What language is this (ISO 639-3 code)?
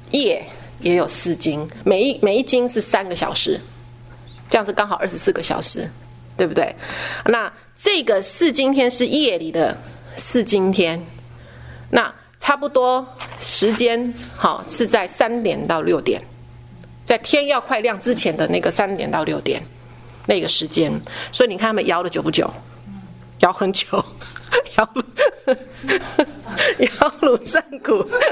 zho